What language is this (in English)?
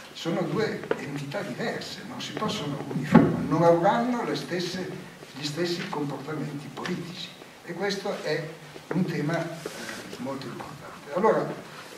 Italian